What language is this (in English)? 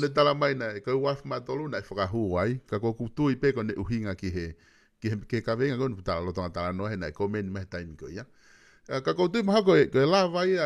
Tongan